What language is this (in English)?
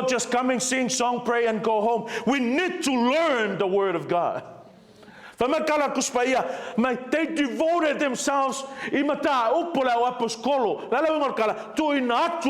Samoan